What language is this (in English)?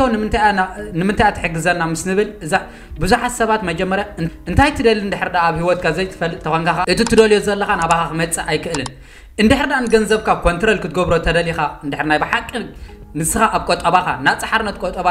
Tigrinya